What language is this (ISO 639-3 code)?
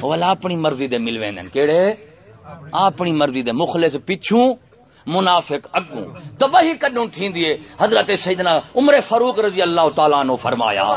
skr